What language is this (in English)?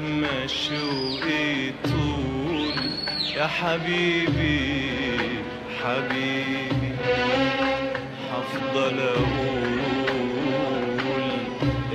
Egyptian Arabic